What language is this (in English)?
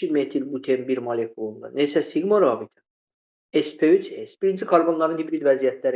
Azerbaijani